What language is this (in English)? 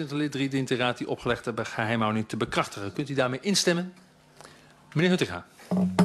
Dutch